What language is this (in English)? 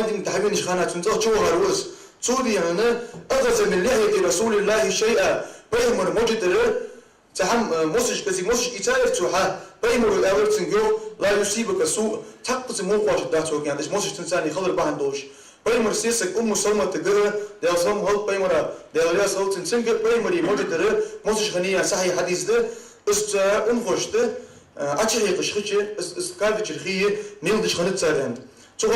Ingush